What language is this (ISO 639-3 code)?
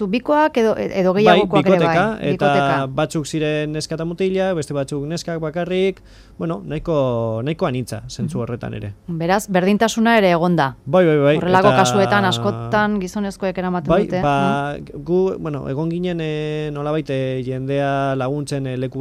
eus